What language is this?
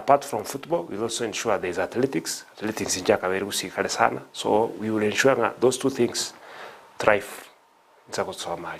Gusii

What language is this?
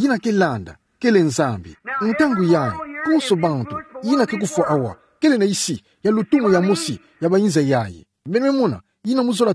Kituba (Democratic Republic of Congo)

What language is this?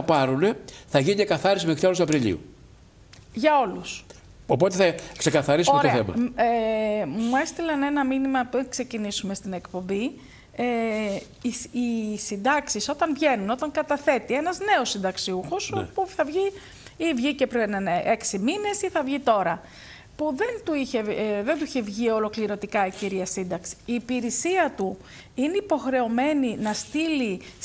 Greek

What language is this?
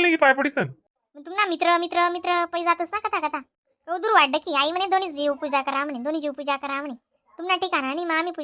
Khandesi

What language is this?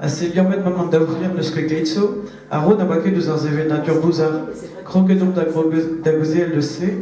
Breton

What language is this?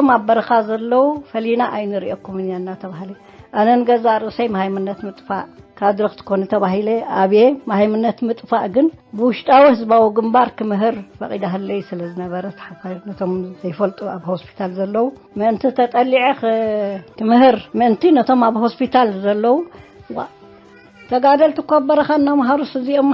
Tigrinya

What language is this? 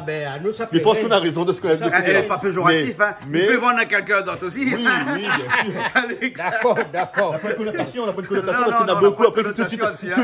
Réunion Creole French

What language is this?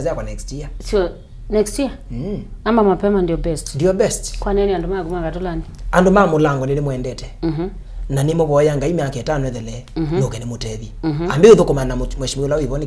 Kamba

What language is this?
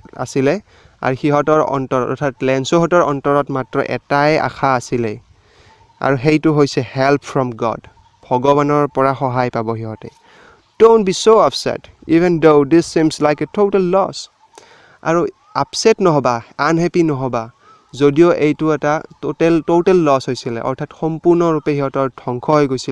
Assamese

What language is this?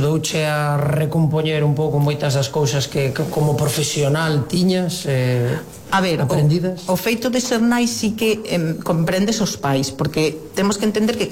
Galician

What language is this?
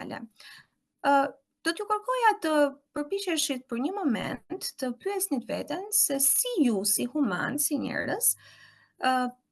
Albanian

